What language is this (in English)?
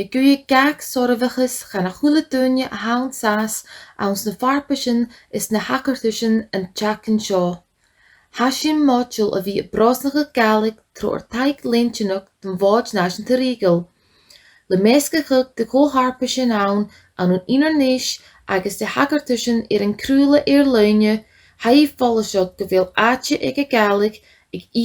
Scottish Gaelic